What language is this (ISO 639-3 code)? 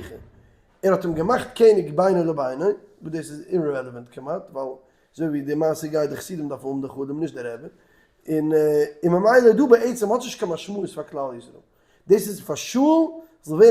yid